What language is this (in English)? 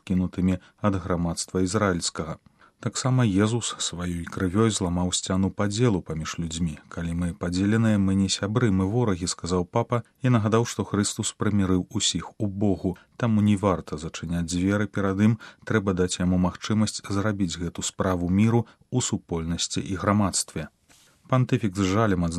Belarusian